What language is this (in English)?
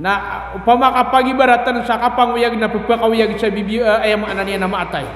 Maranao